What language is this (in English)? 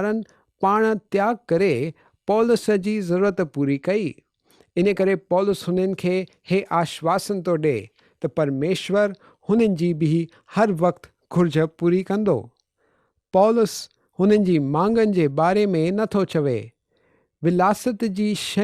Sindhi